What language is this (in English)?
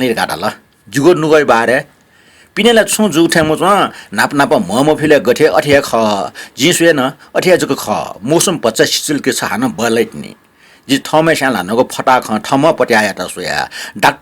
Newari